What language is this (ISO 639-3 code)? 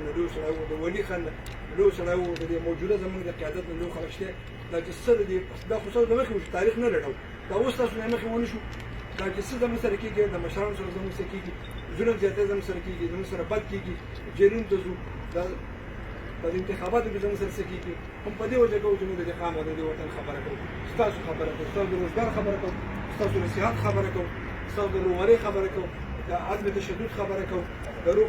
pus